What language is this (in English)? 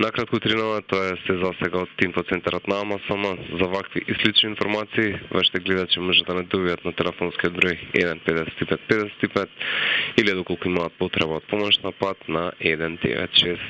Macedonian